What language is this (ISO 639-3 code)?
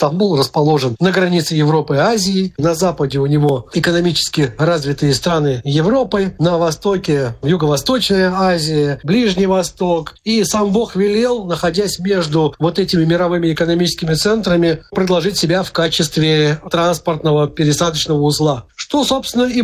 rus